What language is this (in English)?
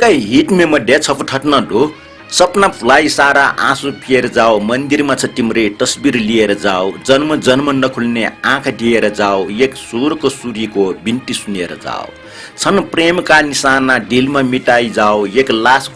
Newari